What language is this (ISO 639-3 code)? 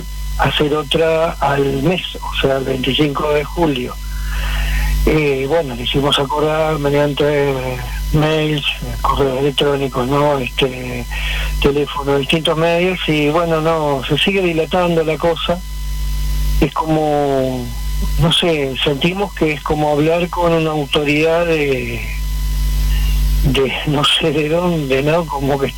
spa